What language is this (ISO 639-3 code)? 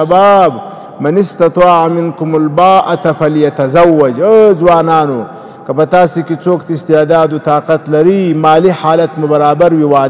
pus